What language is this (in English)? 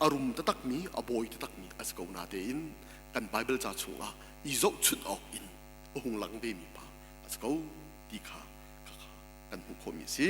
Hakha Chin